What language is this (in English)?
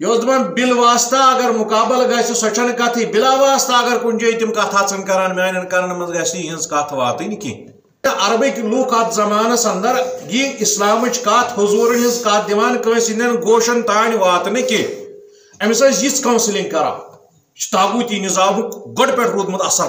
Kashmiri